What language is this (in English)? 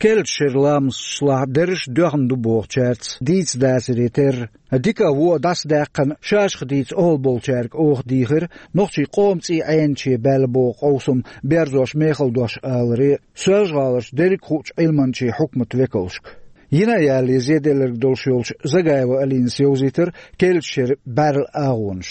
Chechen